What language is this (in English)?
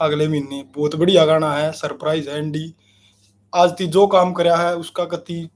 Haryanvi